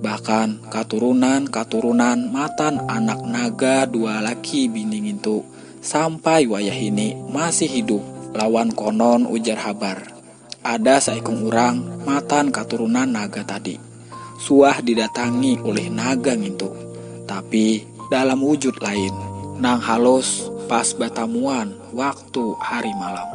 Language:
Banjar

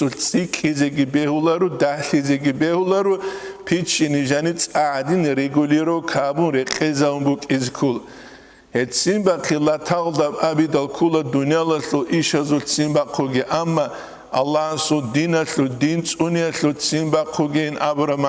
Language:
Avaric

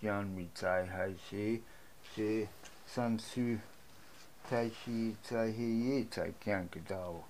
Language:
Latin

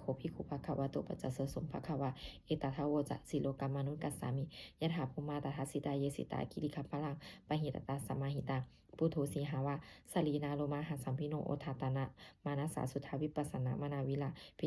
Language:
Pali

